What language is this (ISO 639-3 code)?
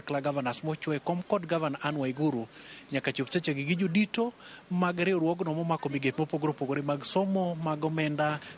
luo